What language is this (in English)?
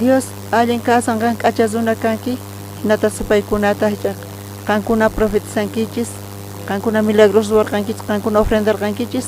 South Bolivian Quechua